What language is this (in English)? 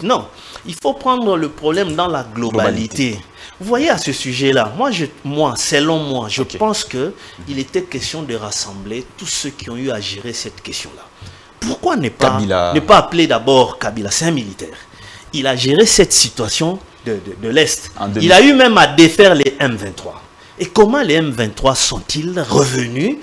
French